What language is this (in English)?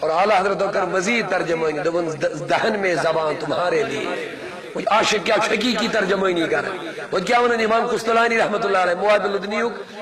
Kashmiri